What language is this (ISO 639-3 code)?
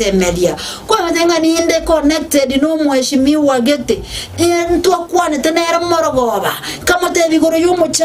guz